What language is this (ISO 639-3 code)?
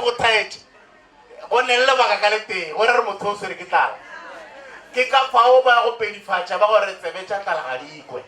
nso